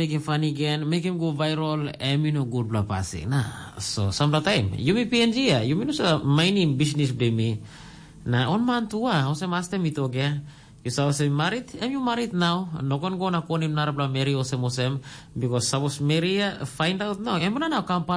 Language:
Tok Pisin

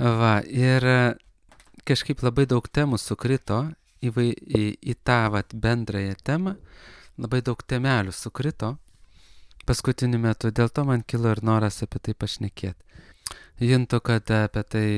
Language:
Lithuanian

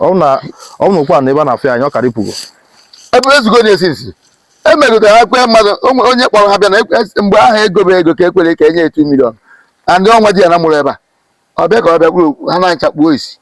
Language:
Igbo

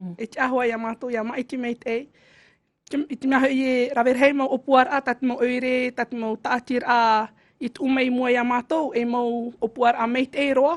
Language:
Tahitian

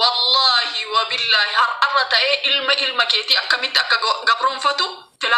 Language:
Oromo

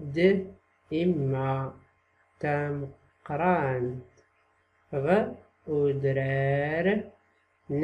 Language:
Tachelhit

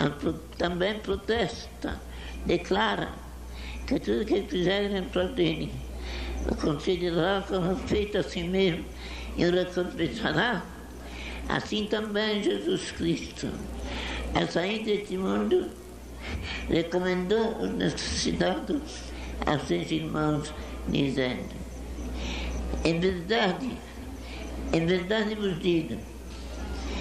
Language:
Portuguese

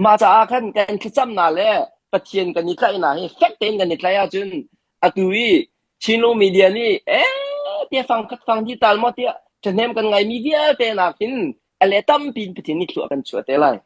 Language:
Hakha Chin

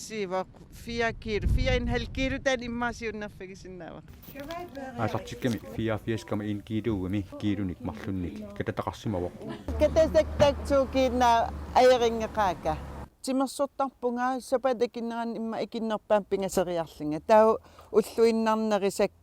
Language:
Kalaallisut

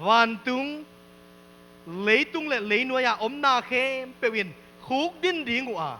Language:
Tedim Chin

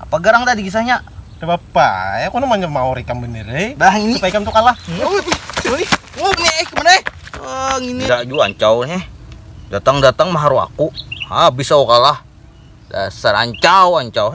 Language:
Banjar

